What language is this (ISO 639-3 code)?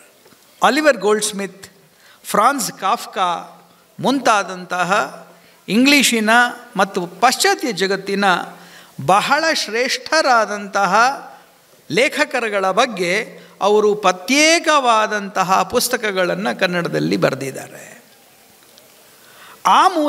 kan